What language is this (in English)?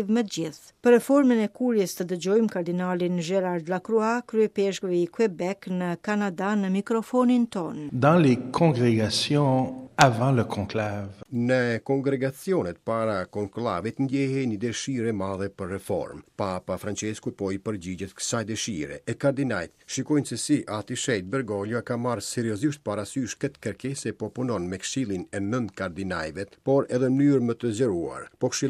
Albanian